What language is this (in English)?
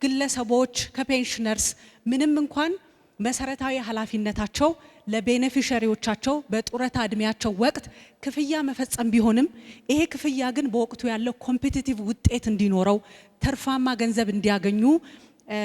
Amharic